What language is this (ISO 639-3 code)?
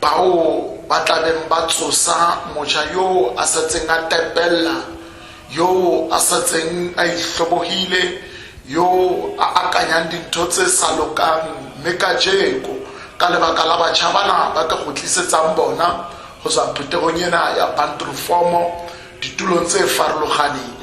sot